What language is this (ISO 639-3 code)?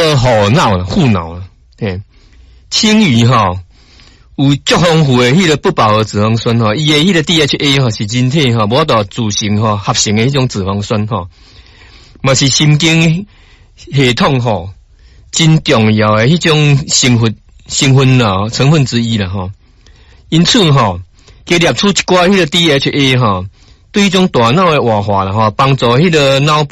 nan